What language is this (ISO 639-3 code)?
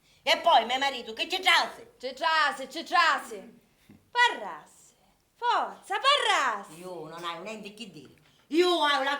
scn